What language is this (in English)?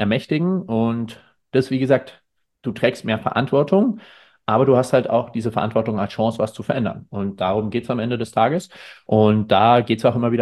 German